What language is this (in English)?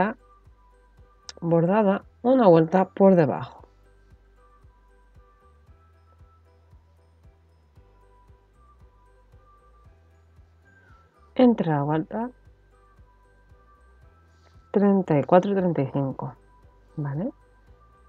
Spanish